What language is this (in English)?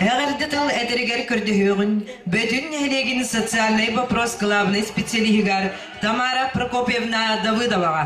Yakut